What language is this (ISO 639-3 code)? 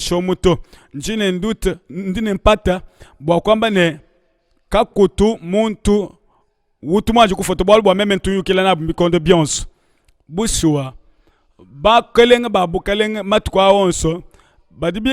lua